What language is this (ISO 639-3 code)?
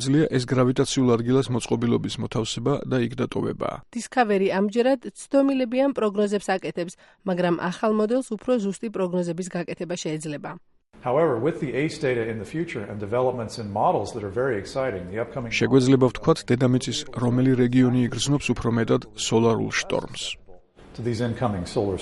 kat